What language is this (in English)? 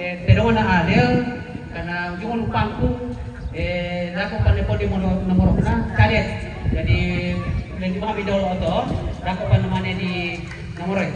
Toraja-Sa'dan